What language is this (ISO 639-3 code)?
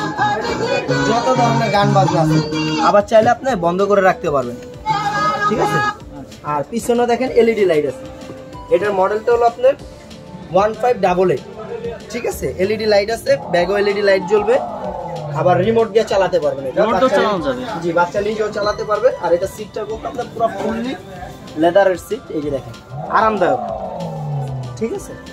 ben